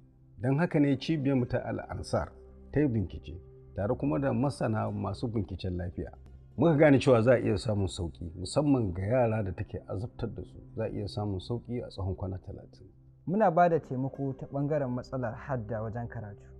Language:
Hausa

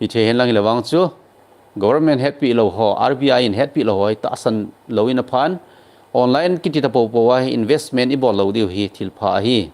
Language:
Thado Chin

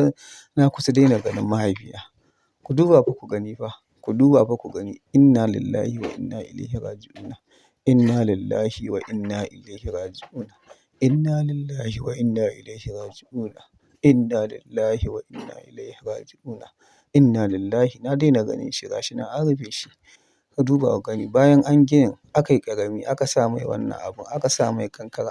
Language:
Hausa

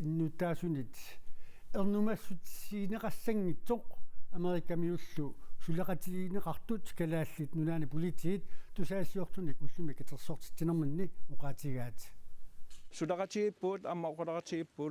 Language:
Kalaallisut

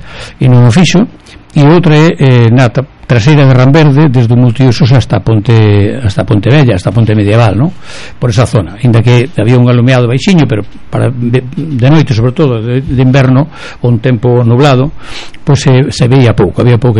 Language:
Galician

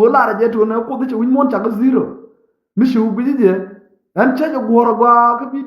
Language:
Nuer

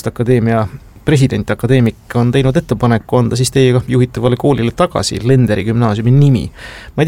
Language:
Estonian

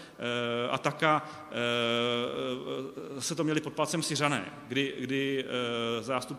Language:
Czech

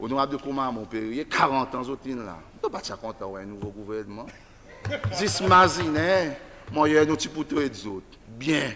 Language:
Seselwa Creole French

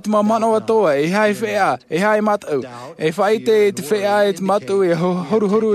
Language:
Tahitian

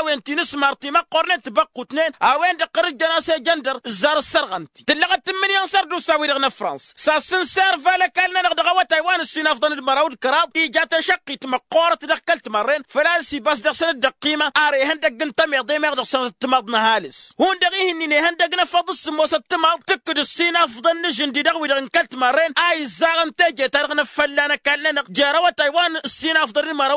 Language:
Tamasheq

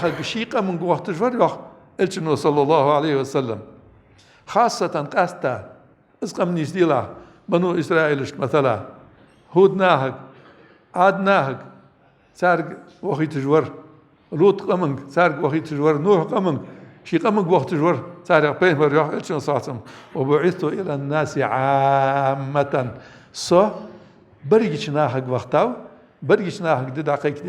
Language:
Ingush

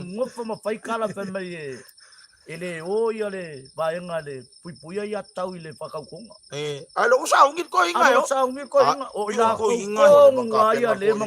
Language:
Samoan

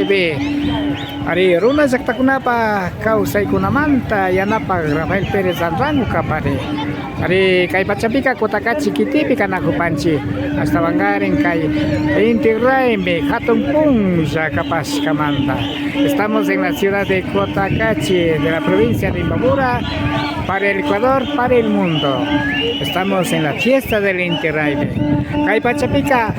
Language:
Imbabura Highland Quichua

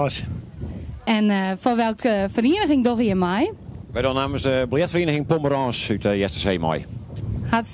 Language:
Western Frisian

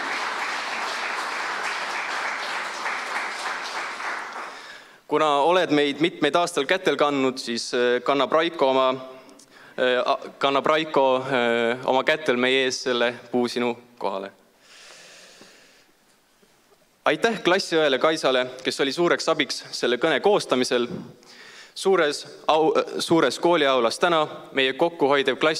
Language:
Estonian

